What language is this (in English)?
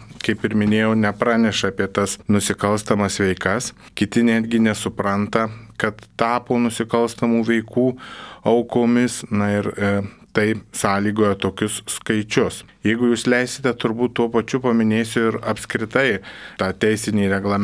Lithuanian